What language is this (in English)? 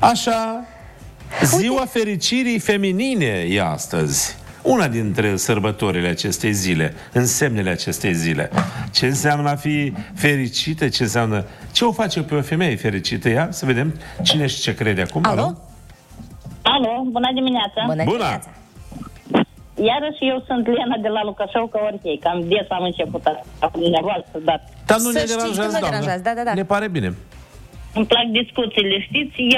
Romanian